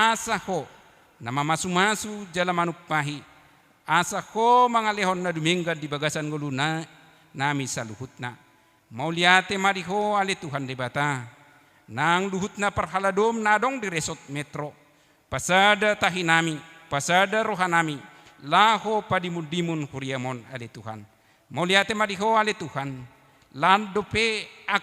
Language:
Batak Toba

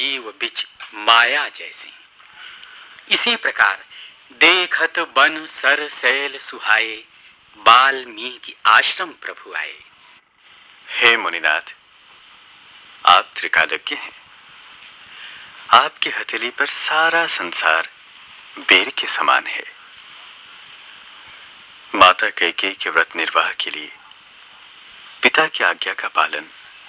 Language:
Hindi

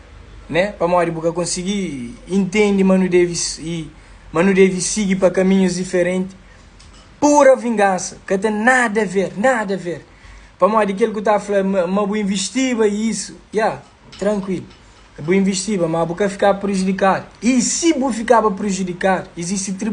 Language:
Kabuverdianu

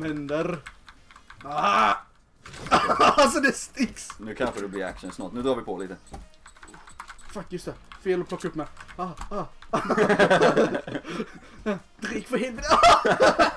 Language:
Swedish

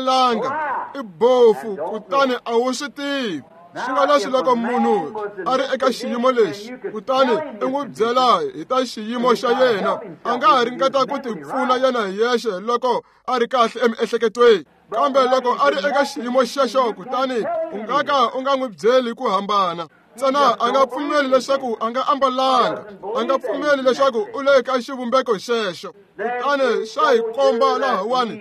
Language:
Tsonga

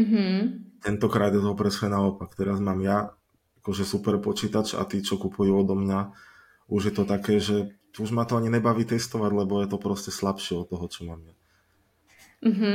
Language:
Slovak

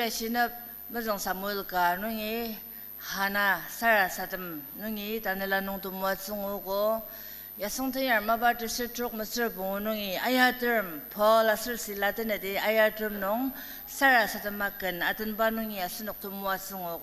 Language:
Ao Naga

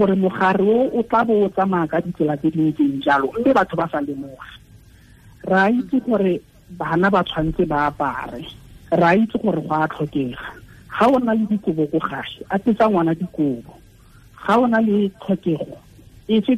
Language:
Tswana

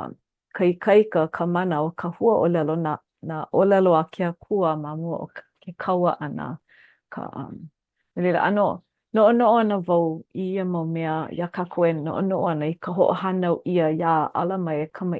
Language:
Hawaiian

